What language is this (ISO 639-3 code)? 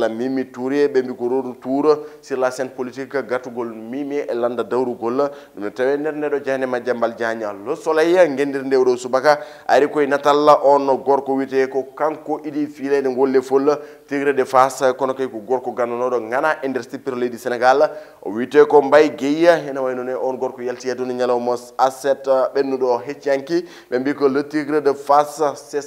ful